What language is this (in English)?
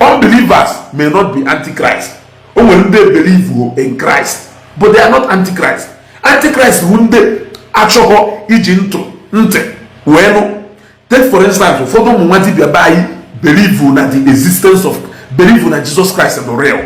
Igbo